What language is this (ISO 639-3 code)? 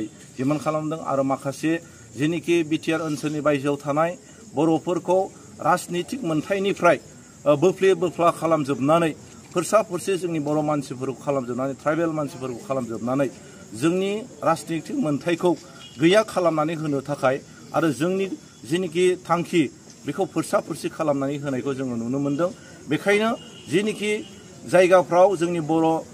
brx